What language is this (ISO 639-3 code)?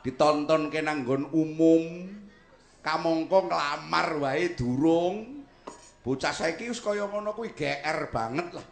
jav